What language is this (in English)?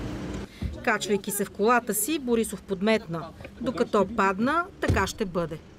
Bulgarian